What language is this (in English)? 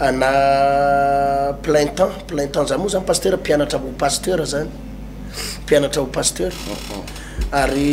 Malagasy